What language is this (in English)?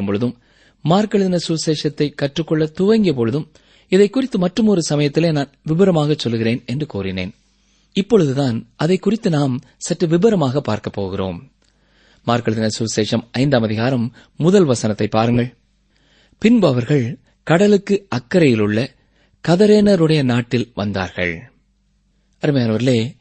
Tamil